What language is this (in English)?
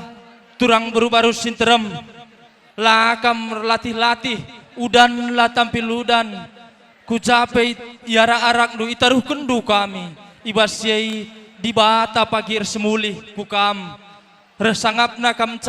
Batak Karo